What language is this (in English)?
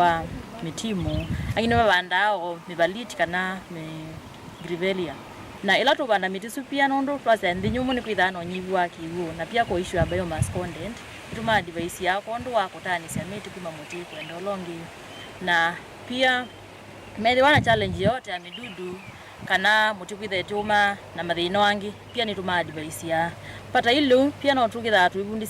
Kamba